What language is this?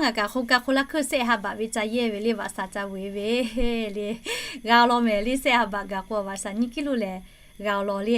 Lahu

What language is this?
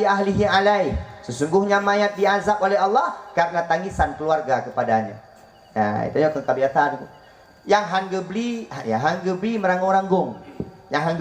Achinese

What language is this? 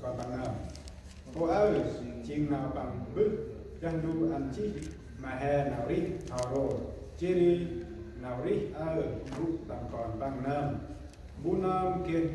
Central Mnong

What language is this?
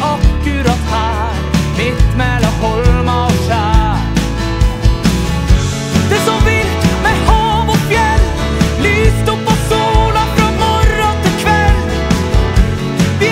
Norwegian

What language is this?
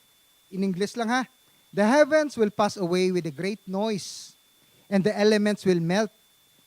Hiligaynon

